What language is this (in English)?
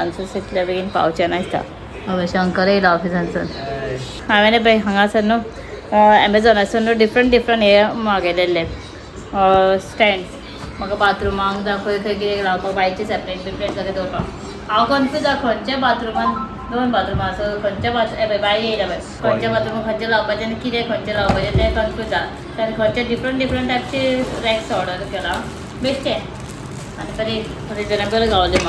Konkani